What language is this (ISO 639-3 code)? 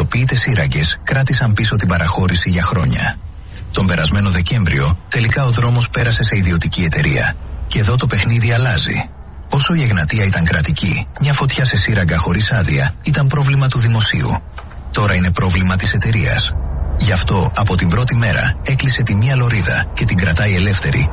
ell